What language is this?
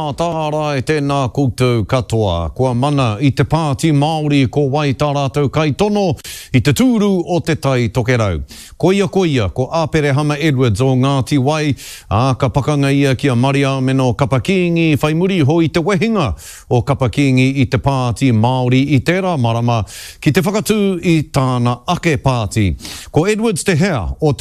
Māori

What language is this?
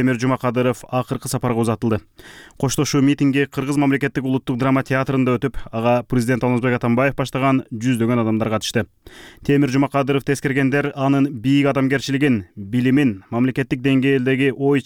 Kyrgyz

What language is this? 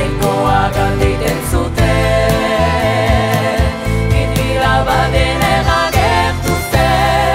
Basque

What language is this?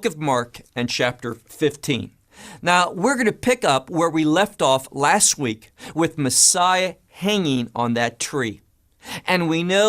English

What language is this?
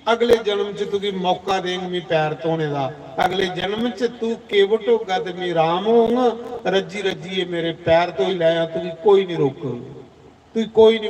Dogri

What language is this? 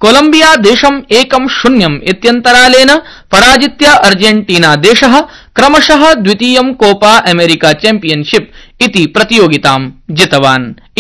Sanskrit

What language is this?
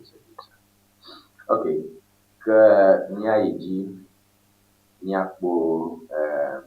Ewe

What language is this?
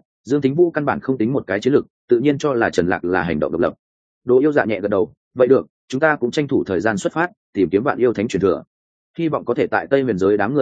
Vietnamese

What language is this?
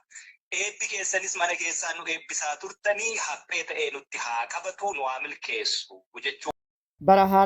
Oromo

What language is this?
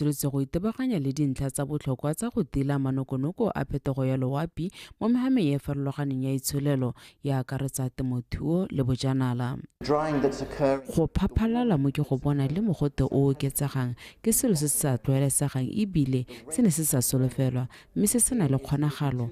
Tswana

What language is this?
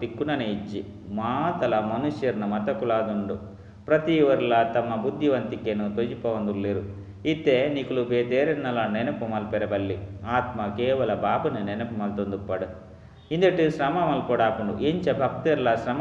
Tulu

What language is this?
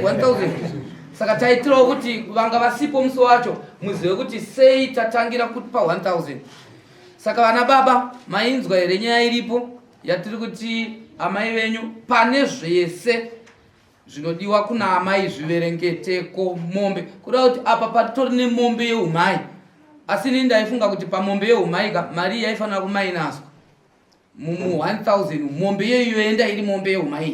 Shona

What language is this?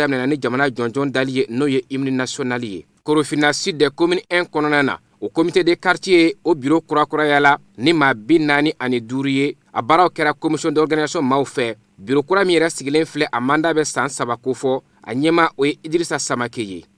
Bambara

